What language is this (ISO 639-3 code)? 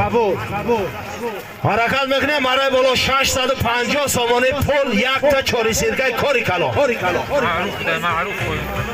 tgk